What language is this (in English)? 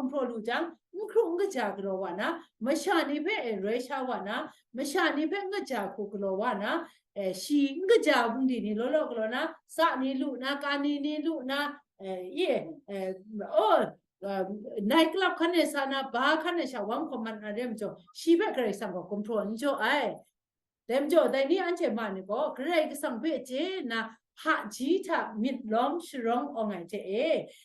Kachin